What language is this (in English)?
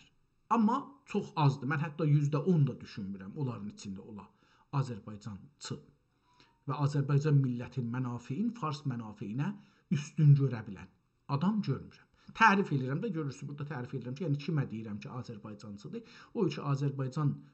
South Azerbaijani